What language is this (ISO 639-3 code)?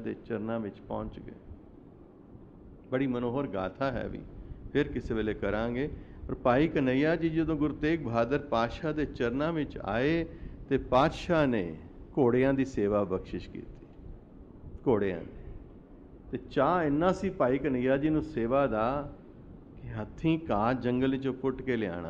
pan